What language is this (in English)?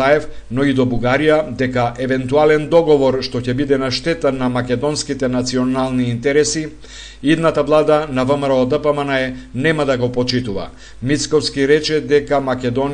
Macedonian